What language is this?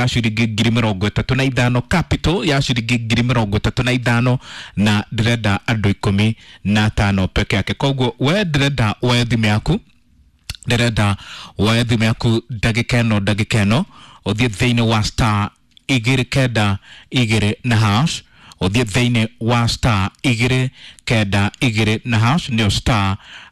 Kikuyu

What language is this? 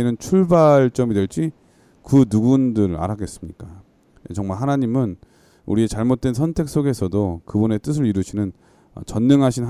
Korean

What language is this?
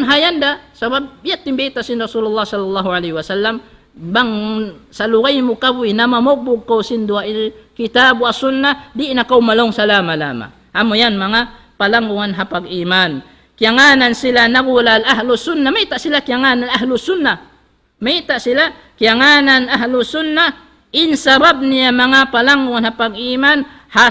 Tausug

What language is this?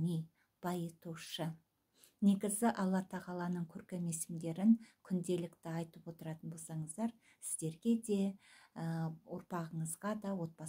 Kazakh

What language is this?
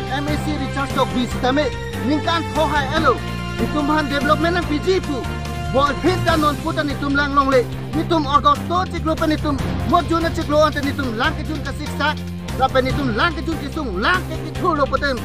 Karbi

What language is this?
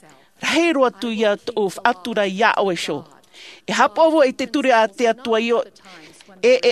Tahitian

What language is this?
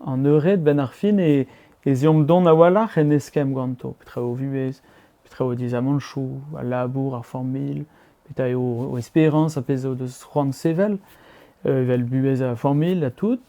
Breton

